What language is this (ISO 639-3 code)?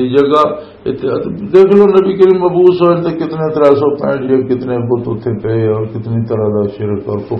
lah